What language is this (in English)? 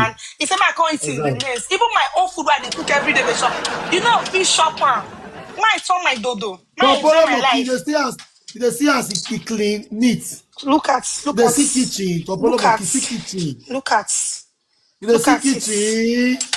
Nigerian Pidgin